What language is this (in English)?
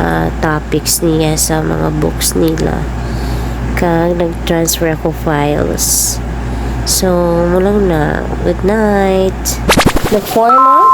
Hiligaynon